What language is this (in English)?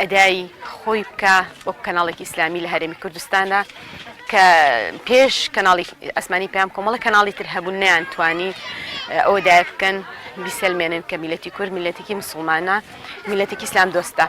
Central Kurdish